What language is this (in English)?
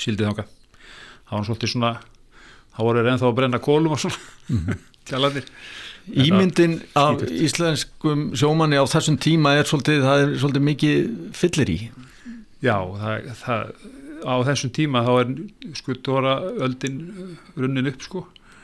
Icelandic